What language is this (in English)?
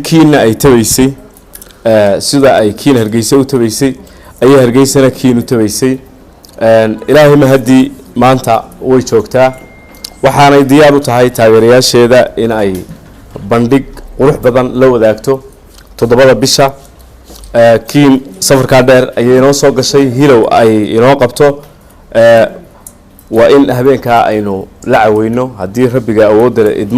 Somali